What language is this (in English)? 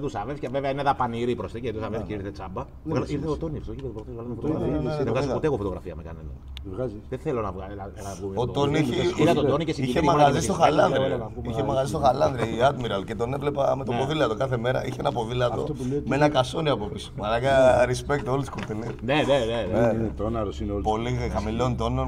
Greek